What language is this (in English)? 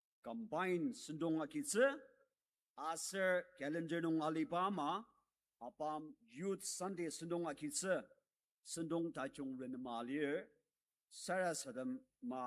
Ao Naga